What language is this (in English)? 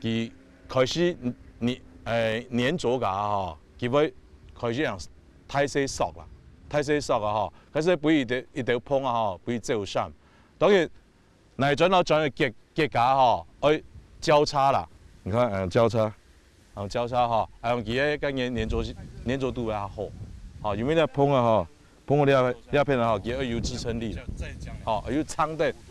Hakka Chinese